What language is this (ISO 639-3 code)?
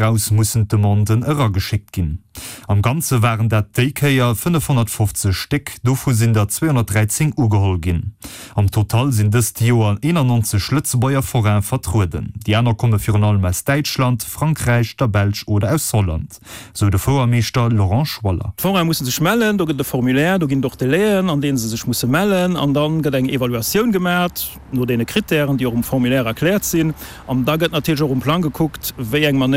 ltz